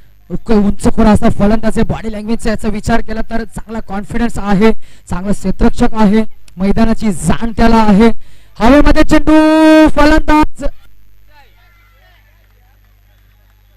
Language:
Marathi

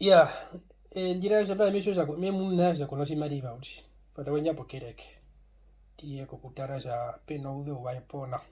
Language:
Herero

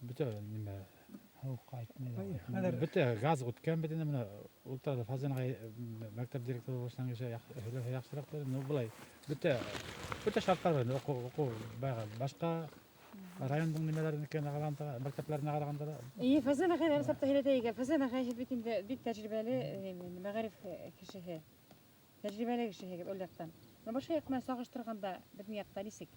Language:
Bashkir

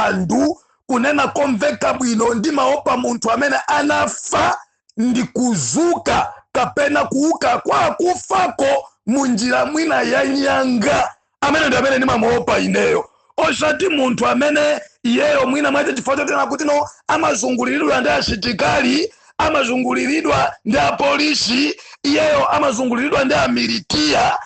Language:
Nyanja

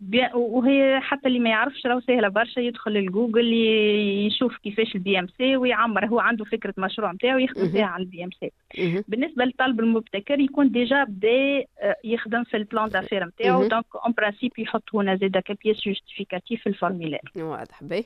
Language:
Tunisian Arabic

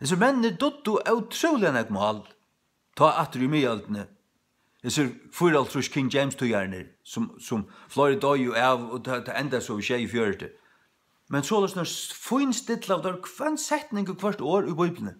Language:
Faroese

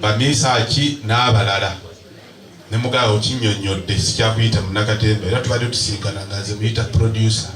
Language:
Ganda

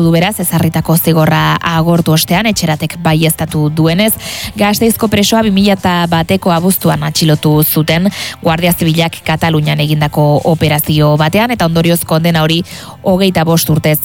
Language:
Basque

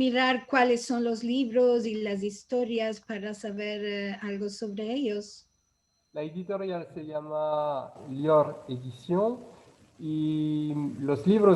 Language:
Ladino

